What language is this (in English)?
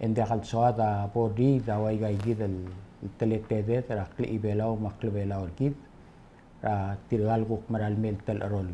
Palauan